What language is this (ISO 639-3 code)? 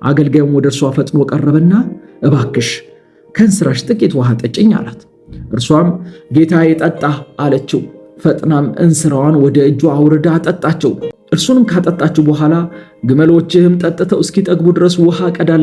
amh